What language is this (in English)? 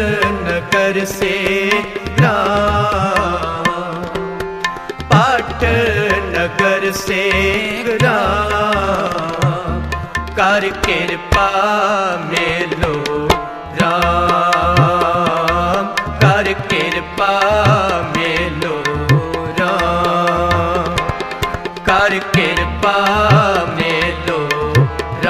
Hindi